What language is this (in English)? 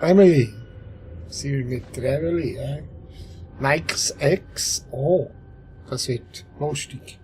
Swiss German